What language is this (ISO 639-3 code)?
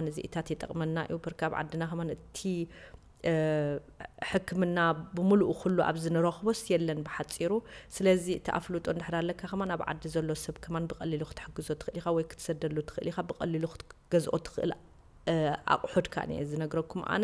tir